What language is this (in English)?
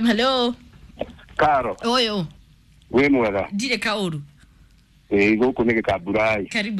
Kikuyu